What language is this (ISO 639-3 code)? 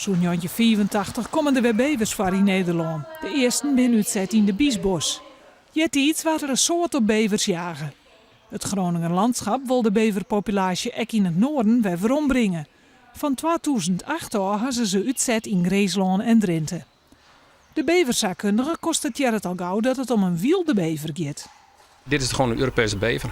fry